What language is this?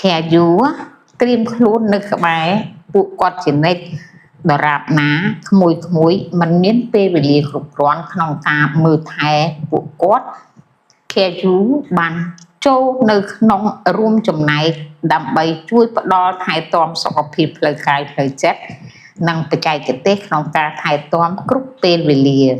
Khmer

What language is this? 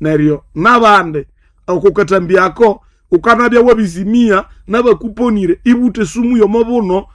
Nande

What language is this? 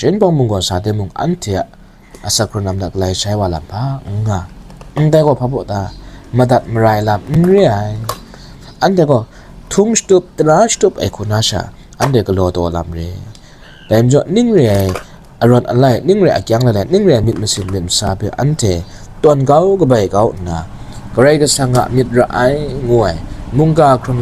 Kachin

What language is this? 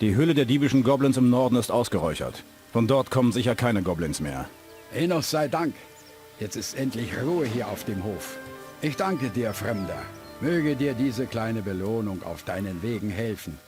Bavarian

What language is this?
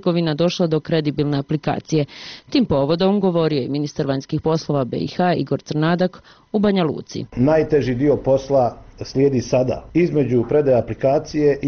Bosnian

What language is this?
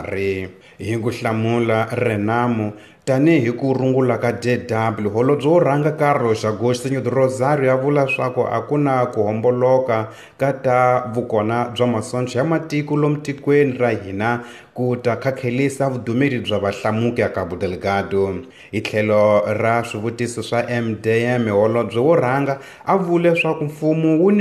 Tsonga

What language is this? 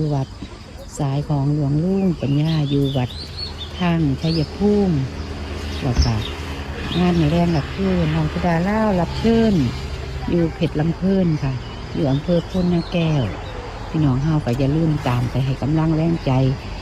Northeastern Thai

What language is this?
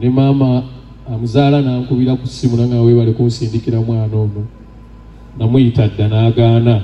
Ganda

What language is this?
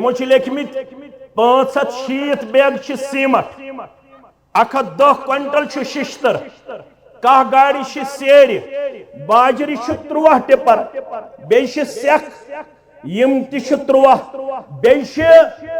Kashmiri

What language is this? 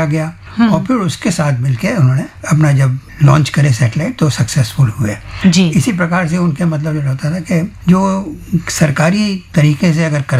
Hindi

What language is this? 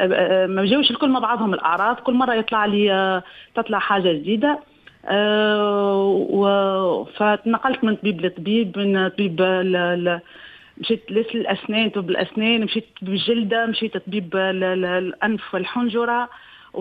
Tunisian Arabic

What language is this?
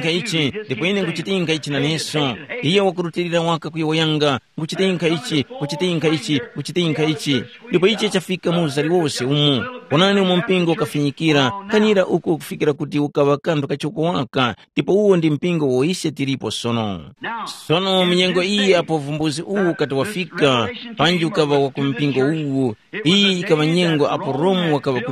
Tumbuka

